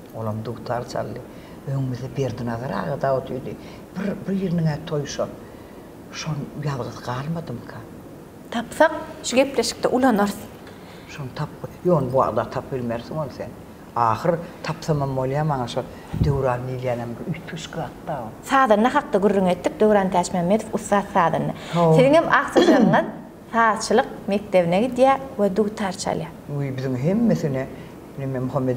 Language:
Turkmen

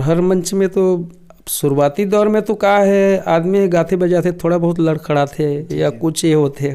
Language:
Chhattisgarhi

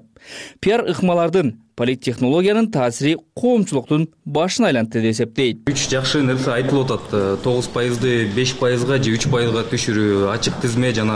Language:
Kyrgyz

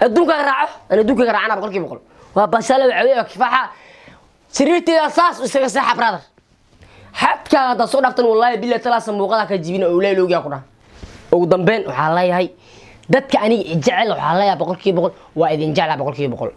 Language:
Somali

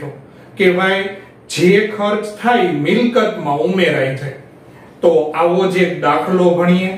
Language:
Gujarati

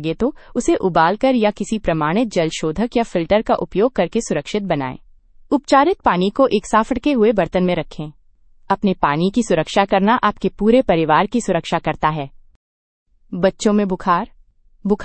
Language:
Hindi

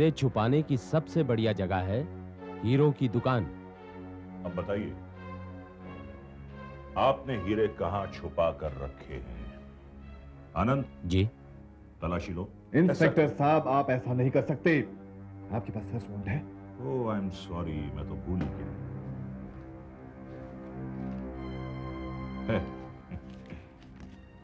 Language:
Hindi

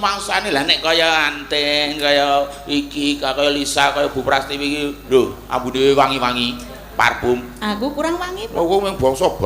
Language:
Javanese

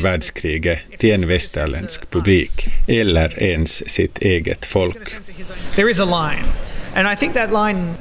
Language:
Swedish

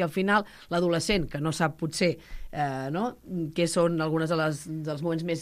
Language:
Catalan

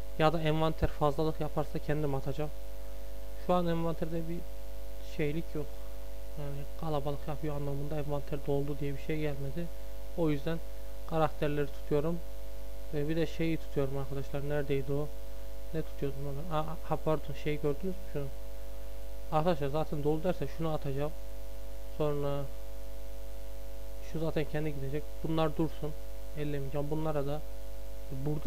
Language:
Turkish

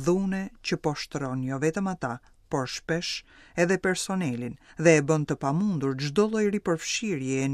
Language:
Albanian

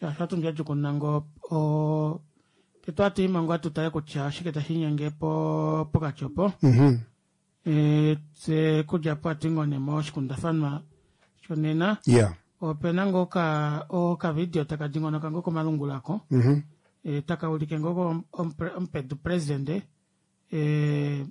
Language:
Kuanyama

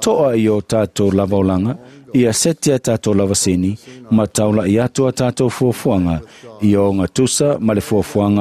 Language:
Samoan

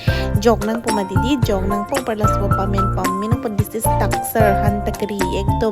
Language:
Karbi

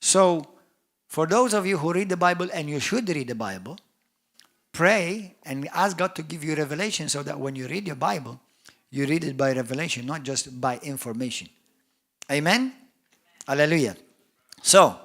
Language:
English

